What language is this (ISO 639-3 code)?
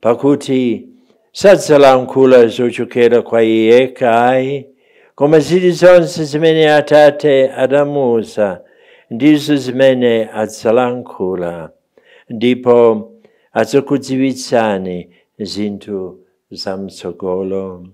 nya